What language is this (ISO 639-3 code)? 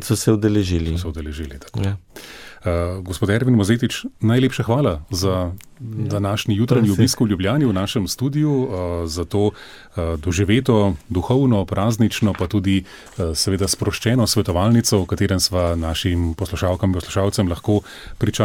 slv